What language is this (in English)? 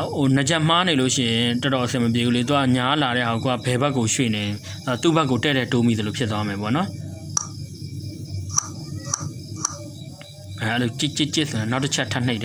Burmese